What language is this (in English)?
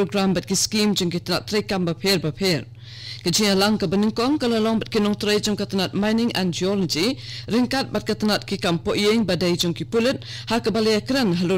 Khasi